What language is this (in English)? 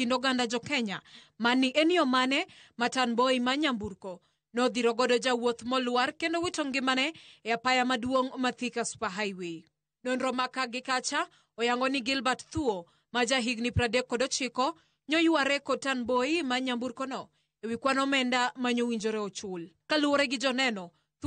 Luo (Kenya and Tanzania)